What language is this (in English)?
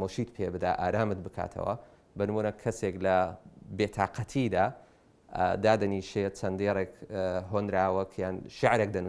Central Kurdish